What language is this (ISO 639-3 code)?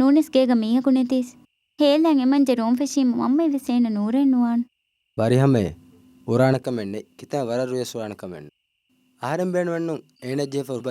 div